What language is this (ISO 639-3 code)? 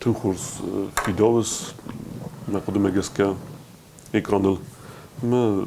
oss